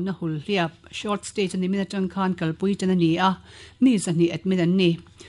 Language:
Mizo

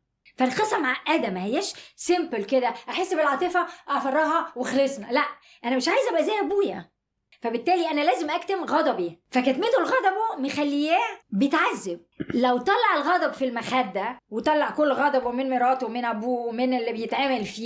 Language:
Egyptian Arabic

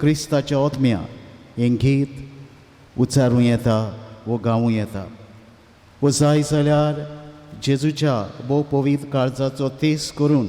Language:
Konkani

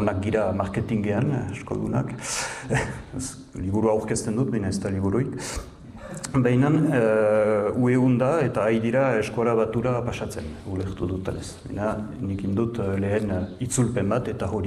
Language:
Basque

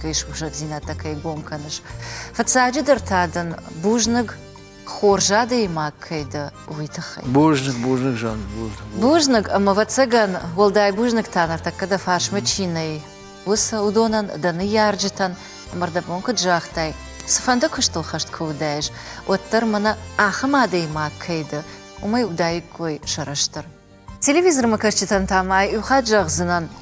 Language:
Ossetic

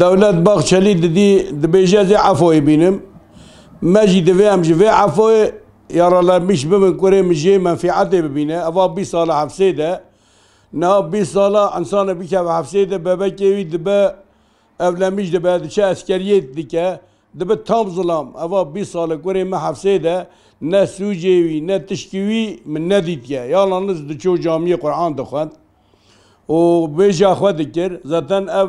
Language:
Kurdish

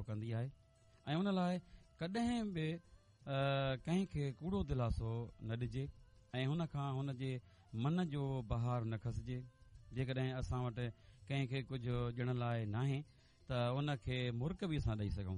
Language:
Sindhi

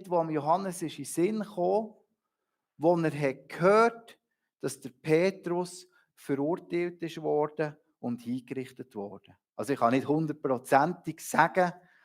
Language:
Swiss German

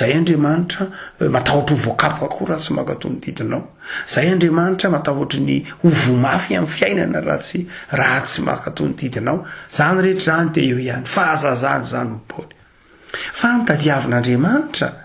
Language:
Malagasy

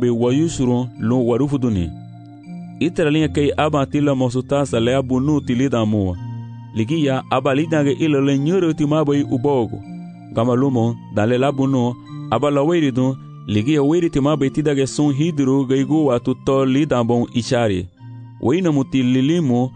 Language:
Garifuna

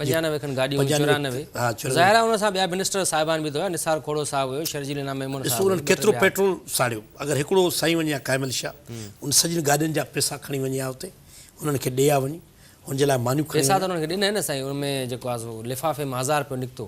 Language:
Sindhi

